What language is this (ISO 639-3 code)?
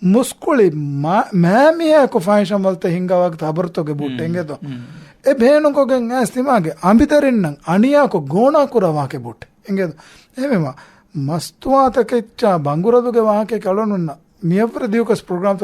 div